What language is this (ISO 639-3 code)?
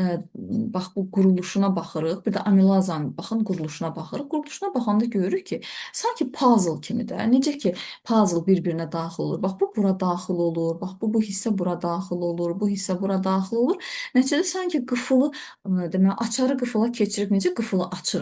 aze